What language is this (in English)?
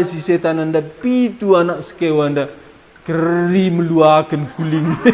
Batak Karo